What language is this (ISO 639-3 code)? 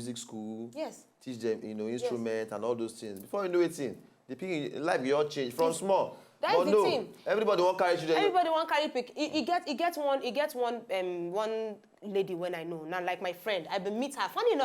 pcm